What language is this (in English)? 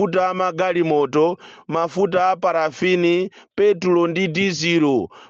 Nyanja